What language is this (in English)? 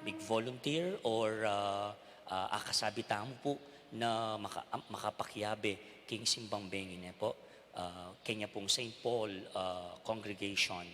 Pampanga